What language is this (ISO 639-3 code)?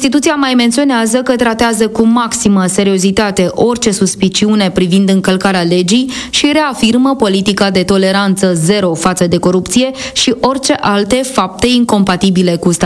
ron